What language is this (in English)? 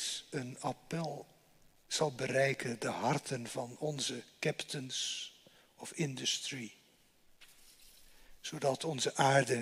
Dutch